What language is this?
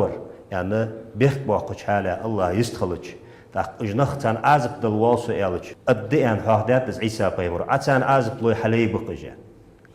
Ingush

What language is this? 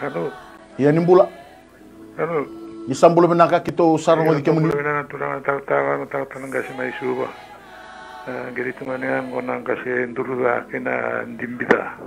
Fijian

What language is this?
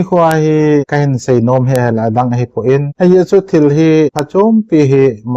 Thado Chin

